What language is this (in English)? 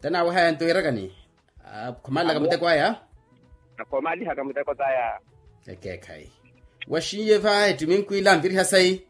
Makhuwa